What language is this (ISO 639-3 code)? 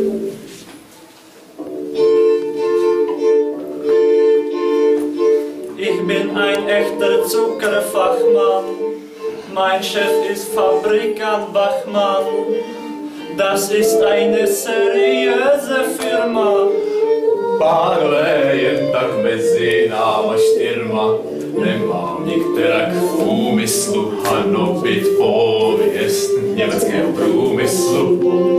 ces